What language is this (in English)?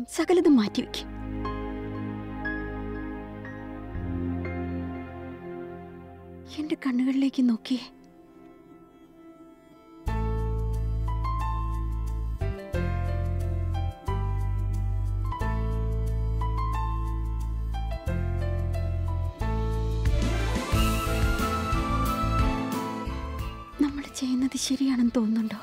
Malayalam